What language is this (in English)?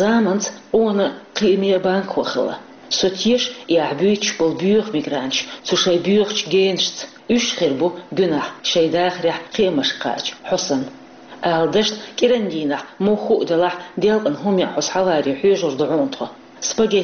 Chechen